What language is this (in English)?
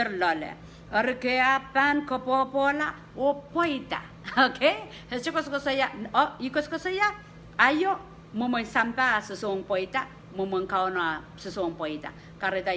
Pohnpeian